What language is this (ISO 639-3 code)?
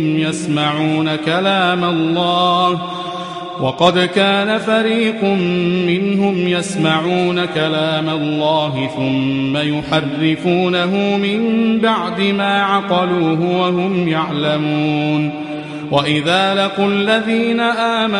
ara